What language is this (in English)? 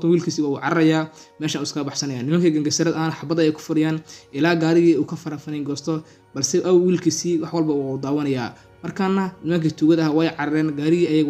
Somali